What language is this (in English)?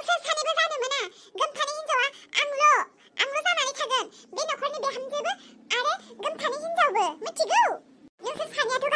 Bodo